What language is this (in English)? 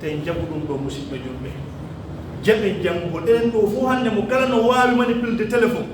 Pular